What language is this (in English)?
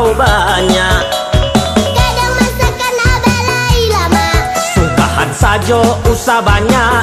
Minangkabau